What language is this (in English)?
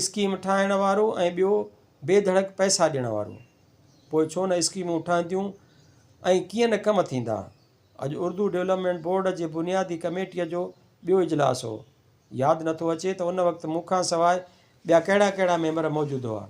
Sindhi